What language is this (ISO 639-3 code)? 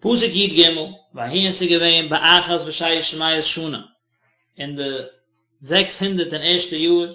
yid